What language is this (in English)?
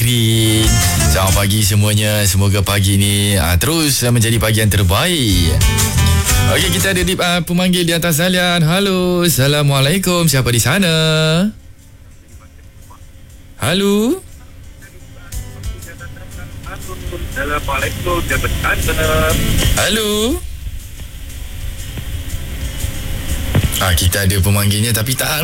Malay